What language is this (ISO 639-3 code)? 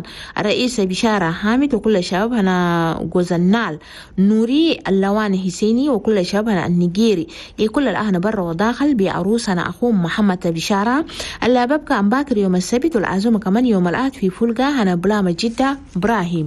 shu